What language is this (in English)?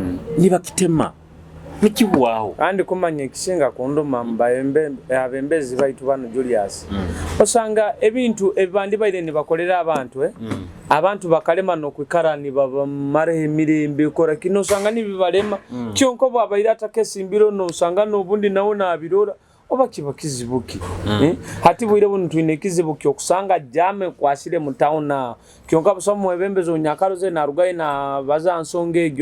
Nyoro